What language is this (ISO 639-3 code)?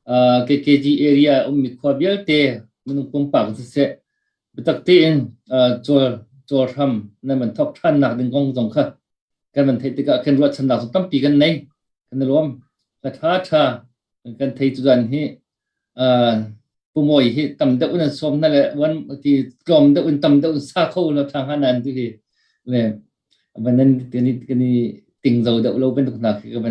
cnh